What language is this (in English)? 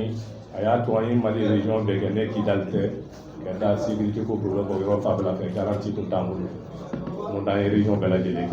Bambara